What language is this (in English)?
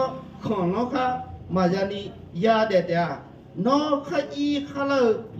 Akha